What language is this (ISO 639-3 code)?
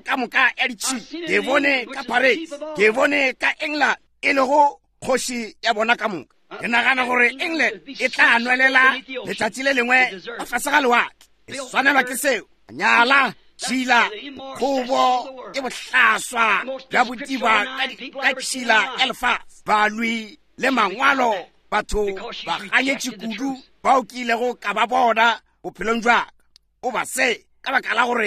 nso